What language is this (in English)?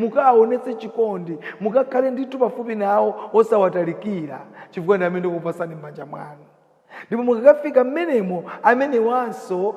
Nyanja